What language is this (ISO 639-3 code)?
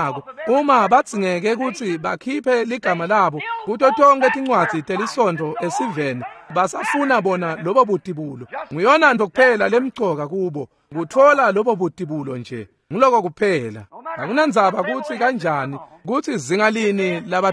ssw